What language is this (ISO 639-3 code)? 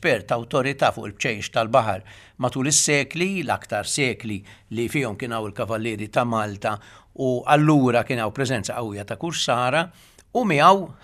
mlt